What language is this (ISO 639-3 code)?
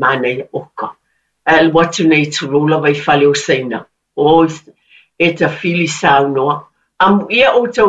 smo